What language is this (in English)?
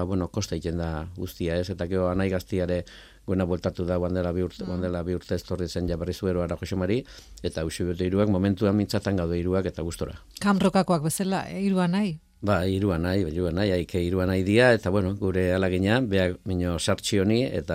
Basque